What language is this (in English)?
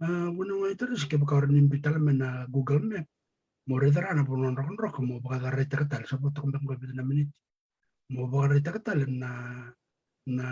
Fijian